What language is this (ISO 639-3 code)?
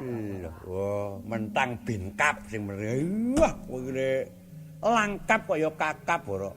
jav